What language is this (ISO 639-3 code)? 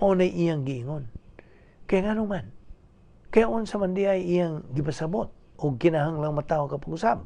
ceb